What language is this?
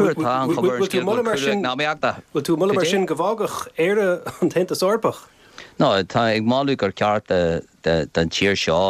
Irish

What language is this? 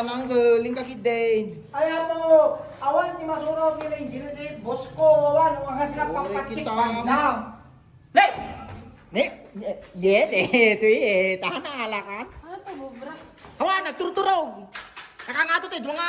Iloko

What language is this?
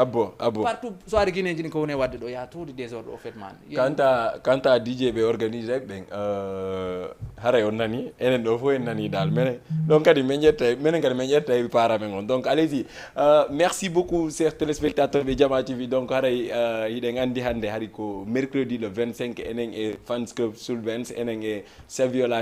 Fula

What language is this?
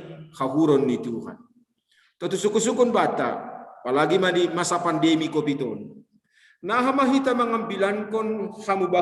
Batak Simalungun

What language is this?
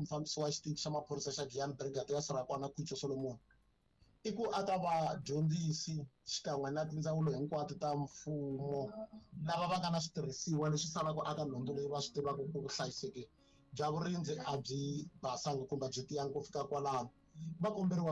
Tsonga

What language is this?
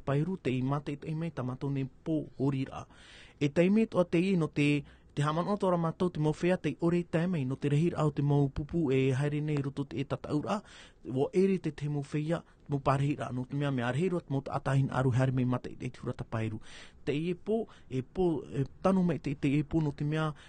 Tahitian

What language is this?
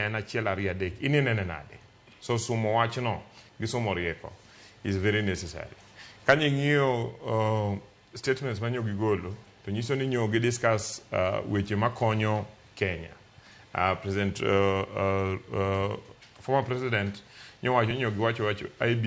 Luo (Kenya and Tanzania)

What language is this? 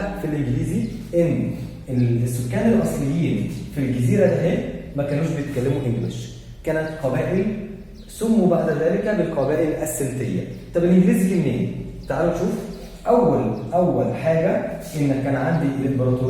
Egyptian Arabic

